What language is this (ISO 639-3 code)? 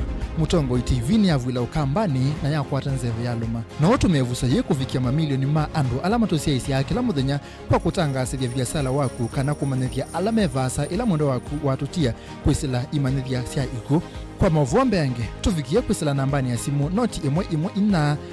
kam